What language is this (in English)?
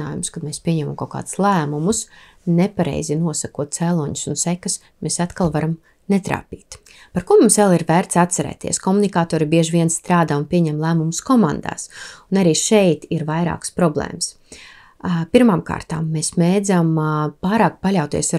Latvian